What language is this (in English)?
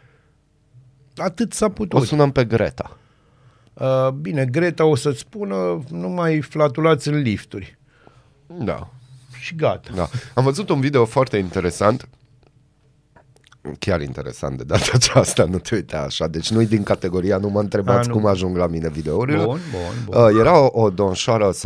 Romanian